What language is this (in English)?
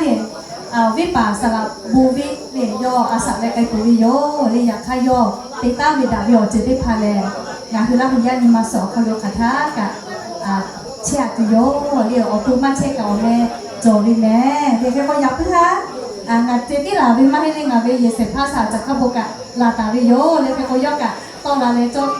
Lahu